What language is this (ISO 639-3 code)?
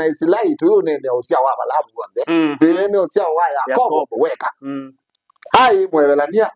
kam